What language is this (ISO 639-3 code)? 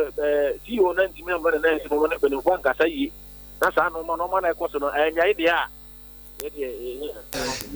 aka